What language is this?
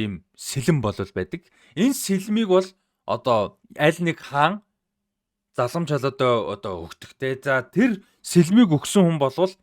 Mongolian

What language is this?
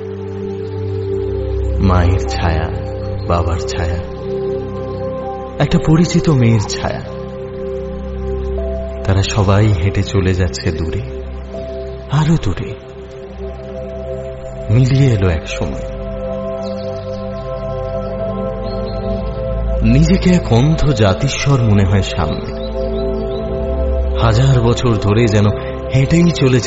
Bangla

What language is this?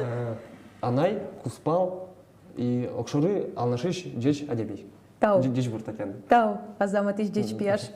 Udmurt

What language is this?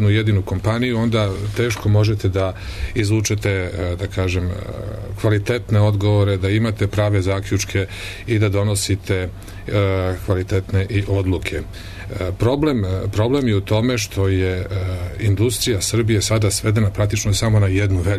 Serbian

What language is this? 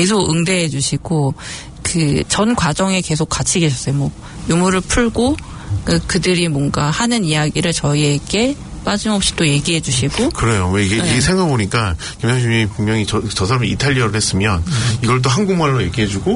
Korean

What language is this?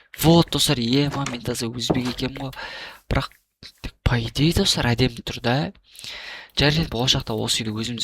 Kazakh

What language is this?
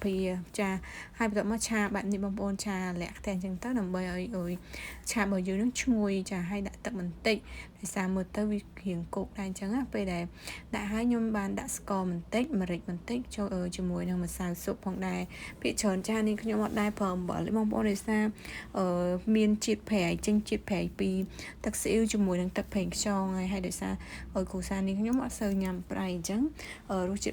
Khmer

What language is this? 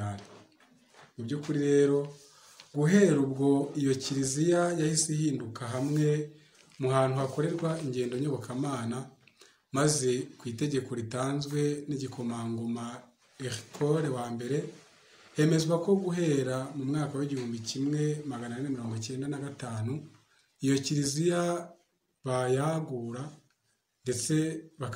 Kinyarwanda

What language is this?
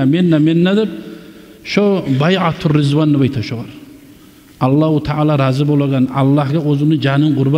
Kumyk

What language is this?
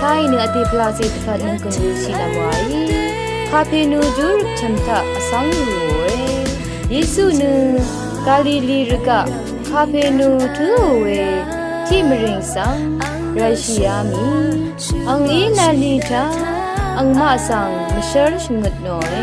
Rawang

